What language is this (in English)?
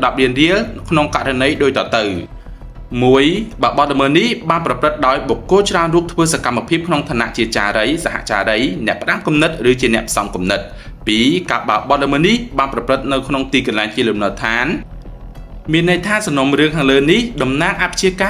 Khmer